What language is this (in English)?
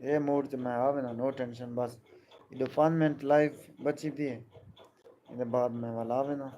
Saraiki